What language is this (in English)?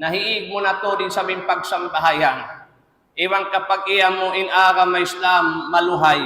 Tausug